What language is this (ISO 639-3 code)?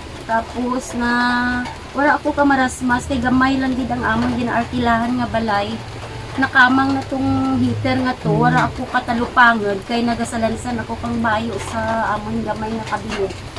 krj